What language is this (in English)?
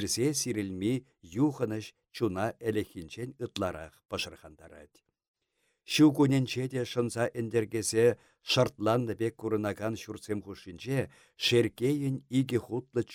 Chuvash